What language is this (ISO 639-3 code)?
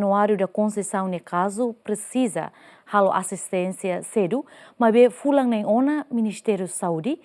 tet